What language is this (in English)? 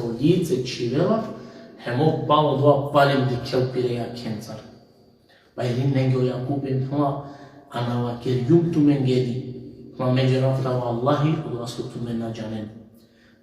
Balkan Romani